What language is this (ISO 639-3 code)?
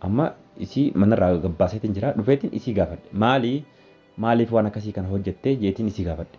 orm